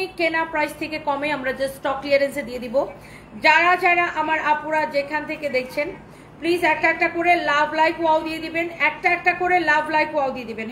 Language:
Bangla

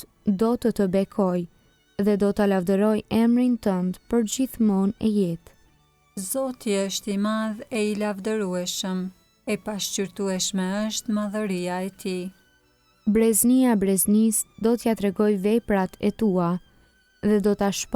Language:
Albanian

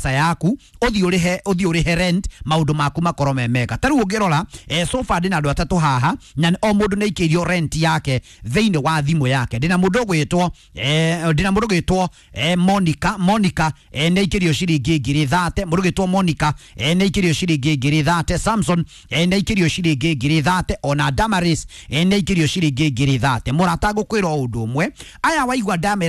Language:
Kikuyu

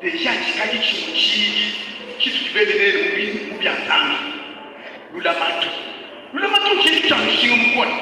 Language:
Luba-Lulua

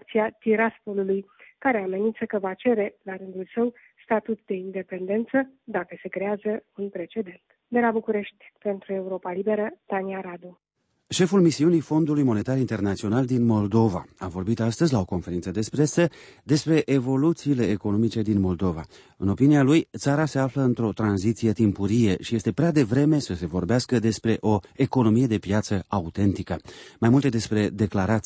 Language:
Romanian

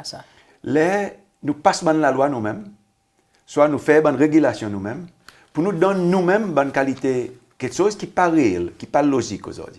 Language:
Seselwa Creole French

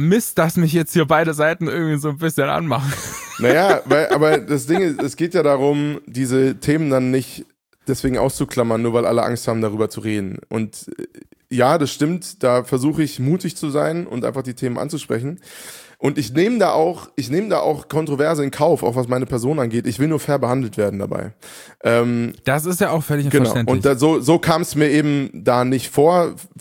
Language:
German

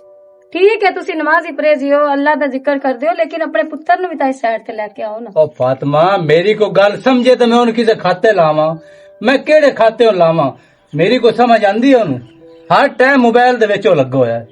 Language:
Western Panjabi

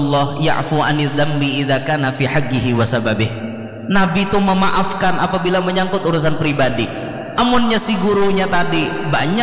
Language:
Banjar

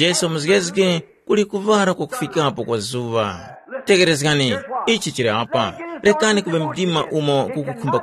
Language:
Tumbuka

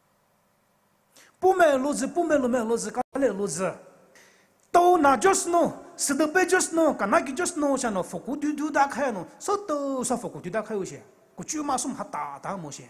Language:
Poumei Naga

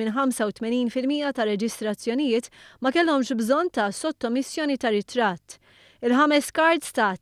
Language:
Maltese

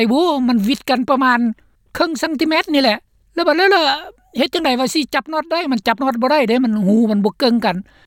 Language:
Lao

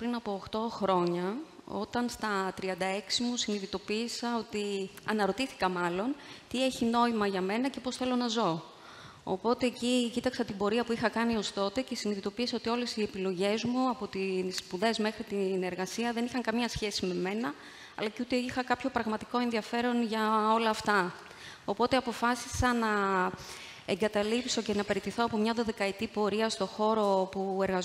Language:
Greek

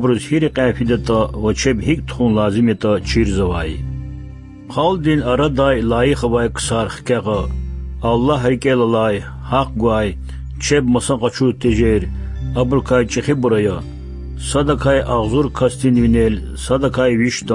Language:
Lezghian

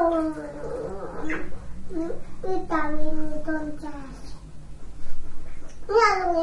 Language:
Estonian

